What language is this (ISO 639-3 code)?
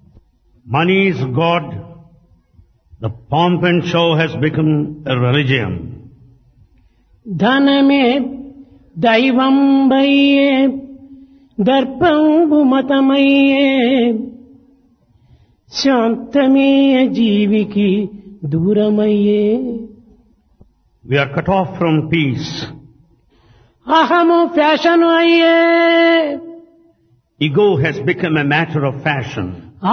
tel